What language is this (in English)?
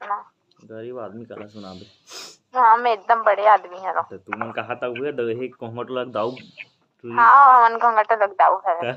Chhattisgarhi